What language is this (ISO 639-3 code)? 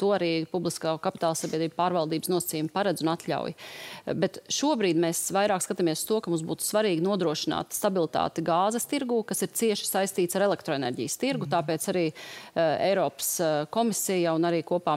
lav